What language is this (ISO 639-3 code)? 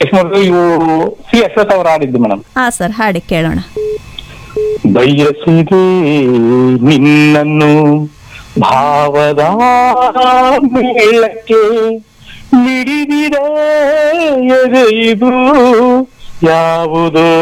kan